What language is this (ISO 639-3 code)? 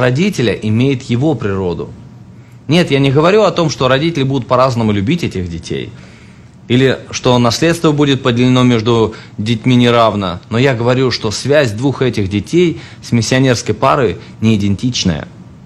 rus